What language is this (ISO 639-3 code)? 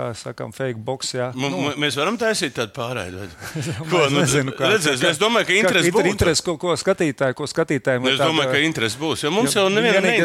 lav